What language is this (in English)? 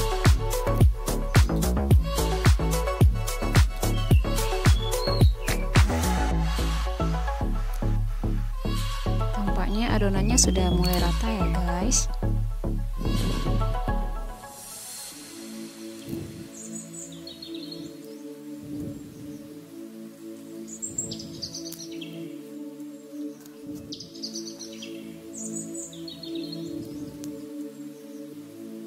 Indonesian